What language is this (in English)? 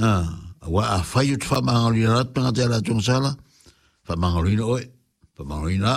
Samoan